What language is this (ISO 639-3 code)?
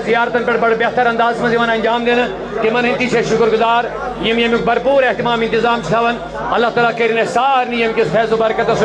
kas